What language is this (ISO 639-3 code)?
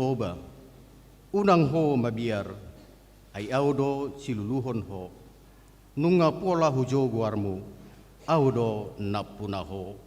bbc